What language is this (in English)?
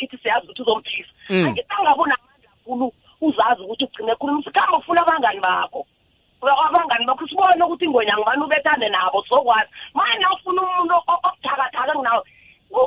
South Ndebele